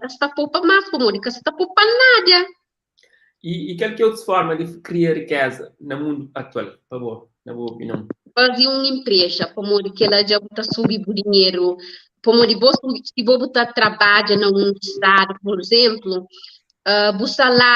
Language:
Kabuverdianu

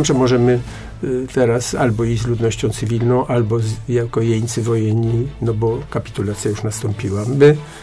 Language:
Polish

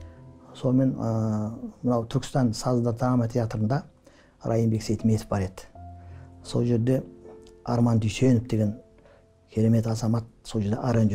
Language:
Kazakh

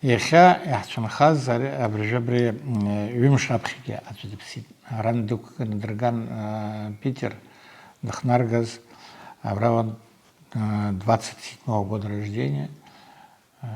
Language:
Abkhazian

